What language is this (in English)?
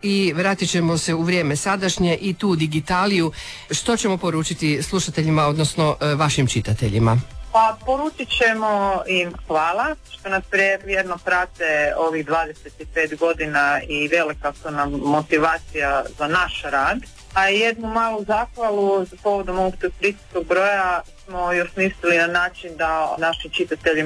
Croatian